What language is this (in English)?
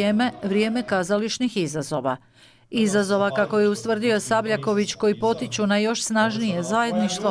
Croatian